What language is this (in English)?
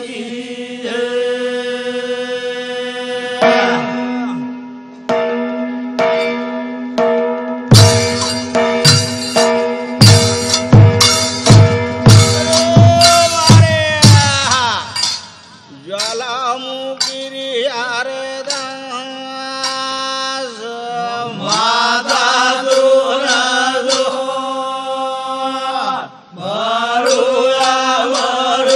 Lambadi